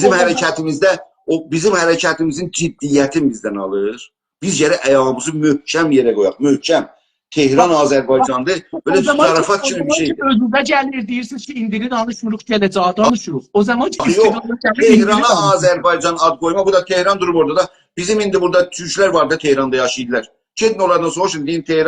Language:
South Azerbaijani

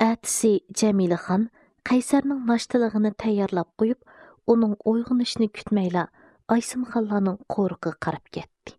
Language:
Uyghur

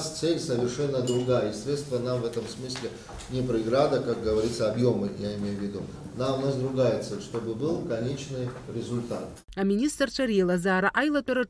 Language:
Abkhazian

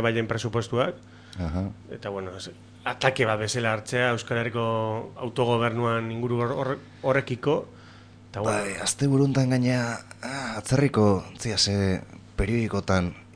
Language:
Basque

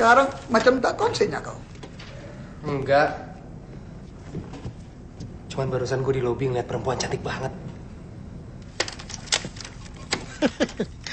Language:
Indonesian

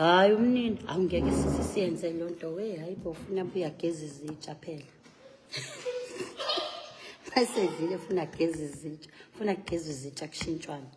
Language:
Zulu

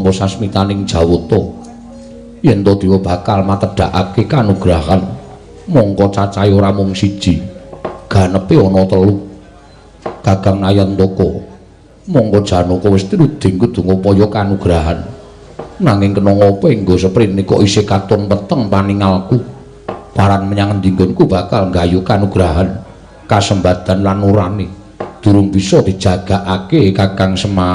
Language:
Javanese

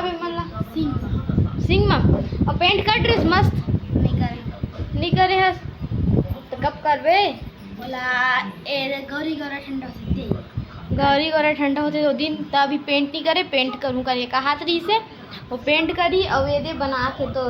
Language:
Chhattisgarhi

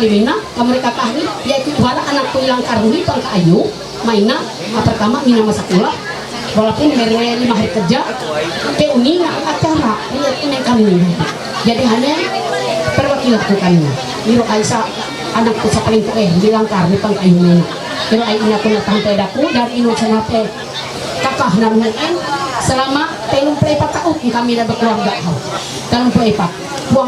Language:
Ma'anyan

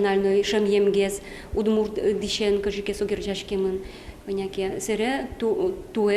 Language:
Udmurt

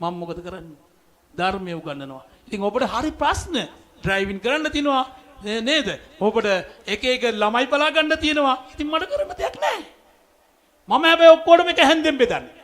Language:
Sinhala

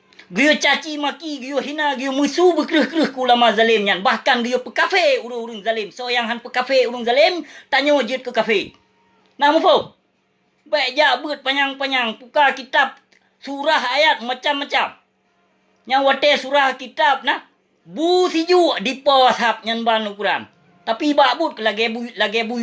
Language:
Achinese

